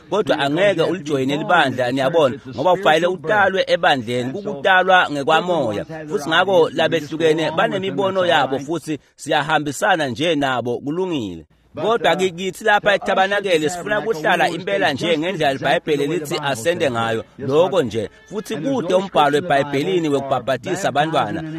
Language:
Swati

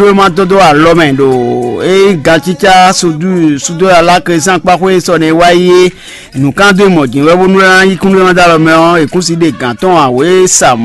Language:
Fon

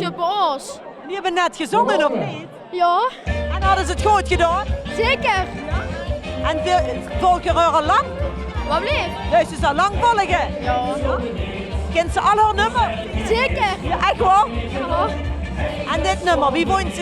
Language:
Limburgish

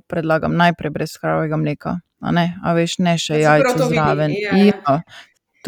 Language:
Slovenian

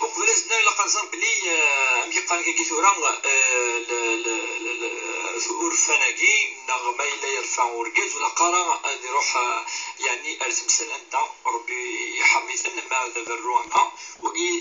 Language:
Kabyle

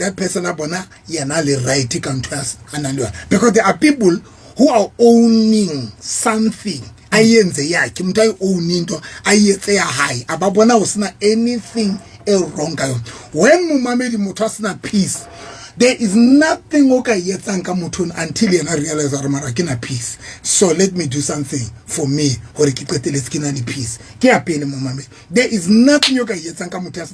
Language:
Southern Sotho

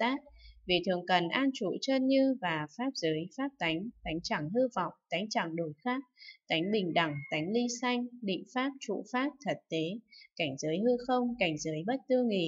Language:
Vietnamese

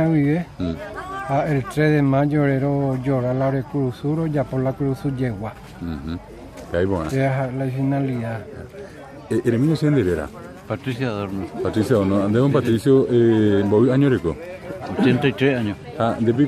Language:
Guarani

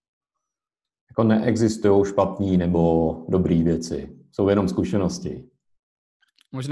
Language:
Czech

